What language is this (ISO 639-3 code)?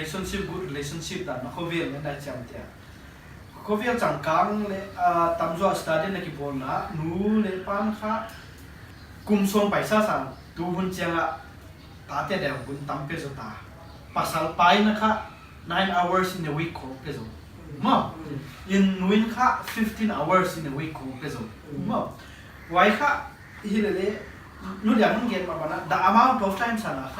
pck